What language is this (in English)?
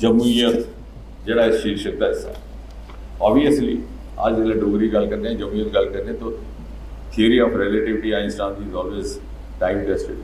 Dogri